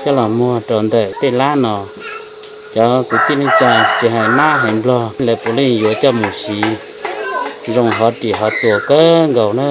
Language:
Hmong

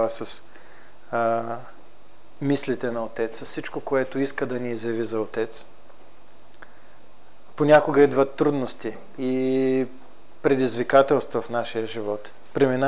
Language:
Bulgarian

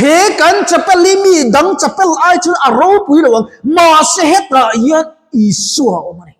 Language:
Mizo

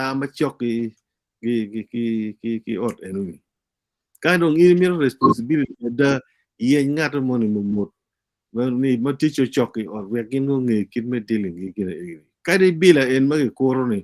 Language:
Acoli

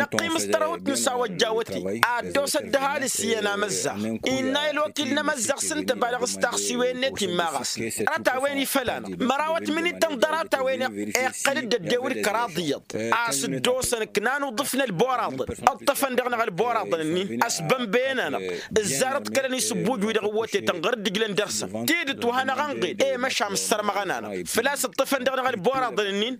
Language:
Tamasheq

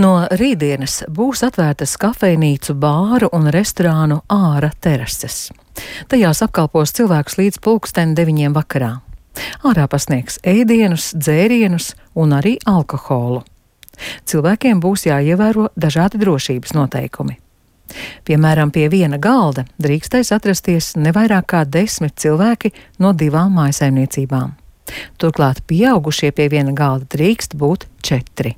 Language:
Latvian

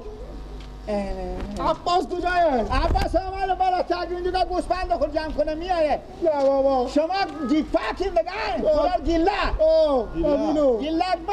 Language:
Persian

